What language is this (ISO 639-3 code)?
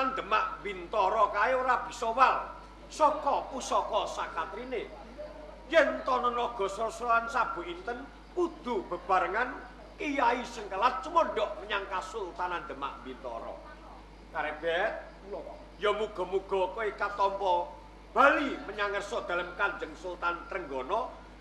jav